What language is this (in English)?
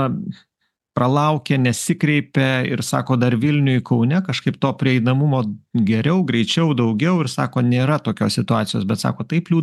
Lithuanian